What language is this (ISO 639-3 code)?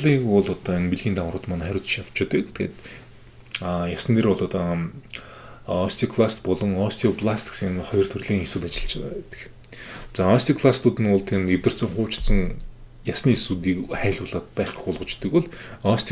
mon